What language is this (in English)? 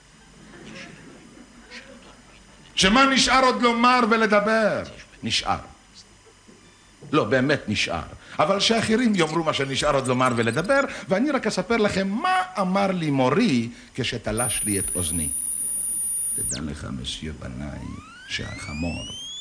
Hebrew